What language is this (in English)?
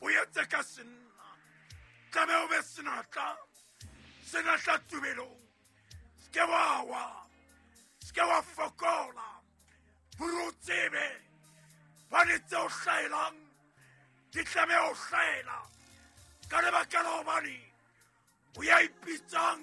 Southern Sotho